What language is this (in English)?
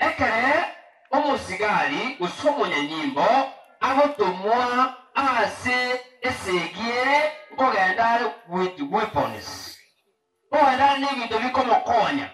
Gusii